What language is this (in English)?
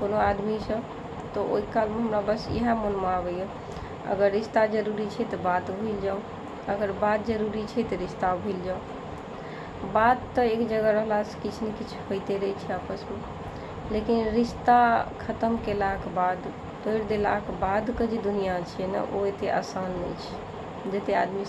Maithili